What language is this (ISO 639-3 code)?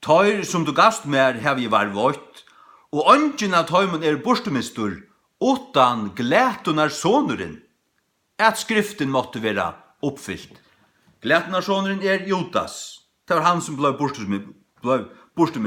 fao